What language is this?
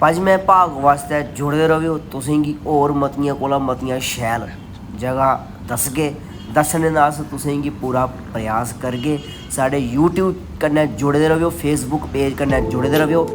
Dogri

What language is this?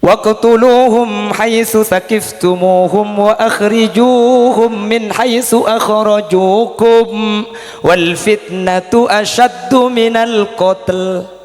Madurese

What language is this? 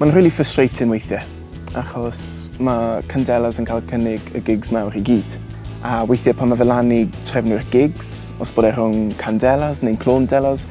Welsh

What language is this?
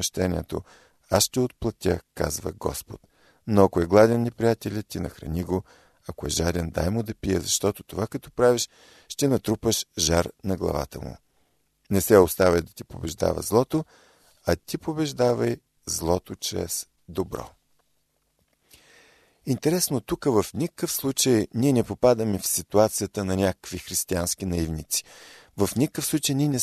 Bulgarian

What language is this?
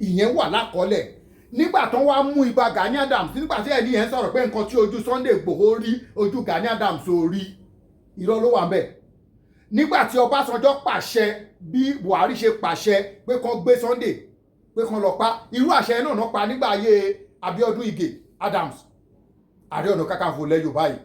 Yoruba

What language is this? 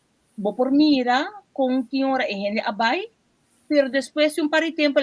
Papiamento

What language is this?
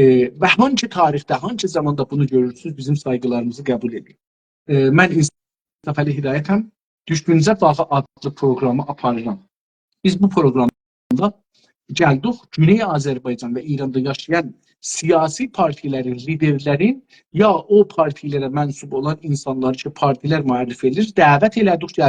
South Azerbaijani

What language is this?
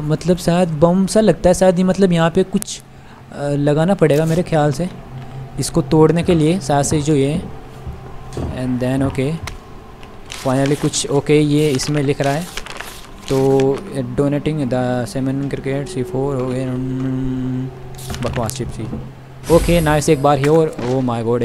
Hindi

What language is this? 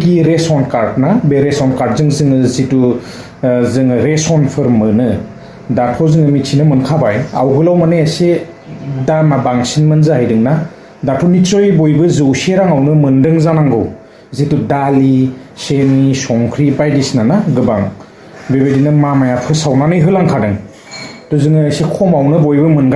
Bodo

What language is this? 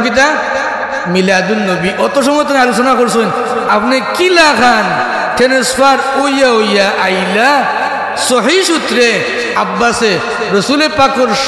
Sylheti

